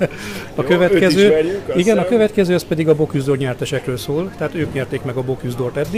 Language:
Hungarian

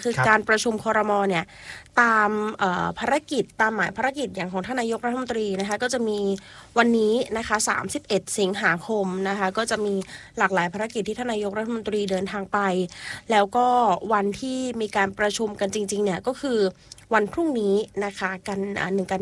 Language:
Thai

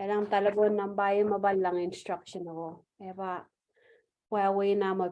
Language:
Marshallese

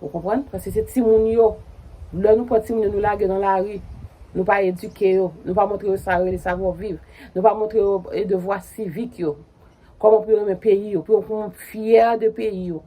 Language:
Haitian Creole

